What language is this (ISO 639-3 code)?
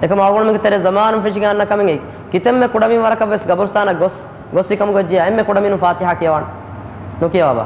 div